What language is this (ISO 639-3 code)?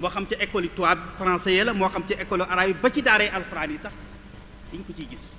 wol